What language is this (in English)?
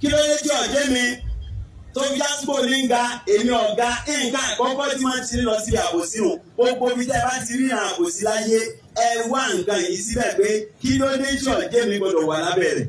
Yoruba